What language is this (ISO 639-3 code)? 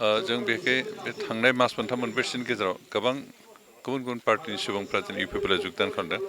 brx